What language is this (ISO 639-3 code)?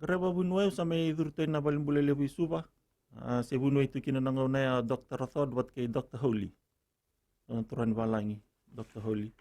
fij